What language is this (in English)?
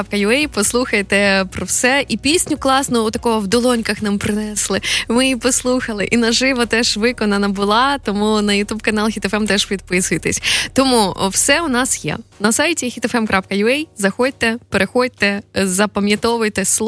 Ukrainian